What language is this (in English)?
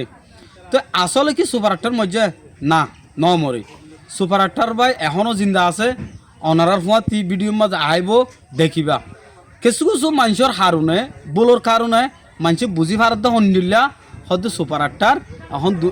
Rohingya